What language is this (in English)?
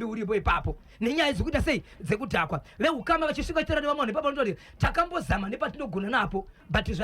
Shona